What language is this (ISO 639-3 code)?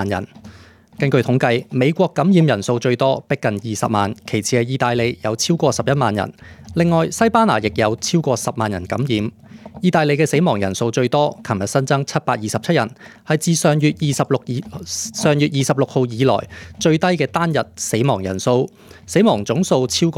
yue